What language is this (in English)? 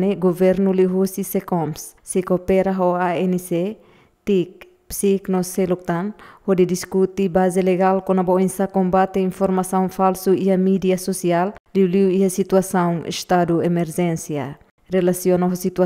Tetum